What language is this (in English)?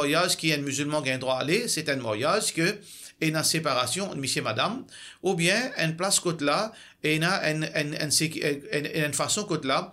Morisyen